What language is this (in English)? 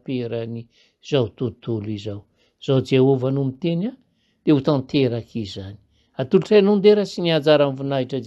Malagasy